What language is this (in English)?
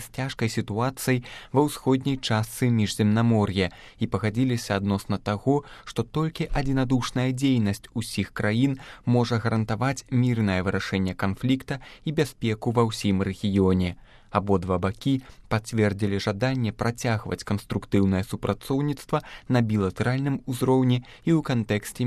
Belarusian